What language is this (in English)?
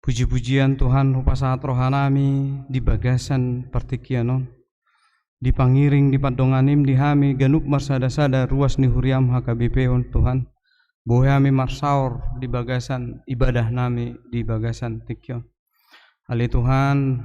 Batak Toba